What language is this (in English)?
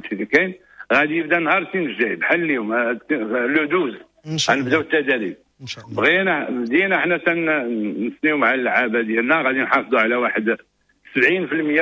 Moroccan Arabic